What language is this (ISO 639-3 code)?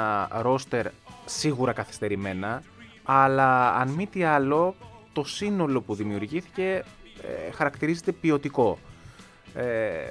ell